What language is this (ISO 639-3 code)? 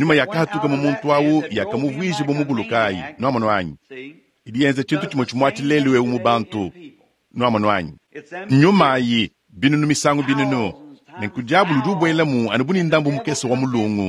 lua